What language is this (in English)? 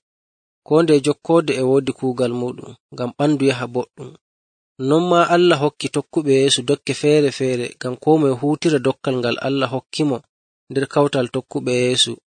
Nigerian Fulfulde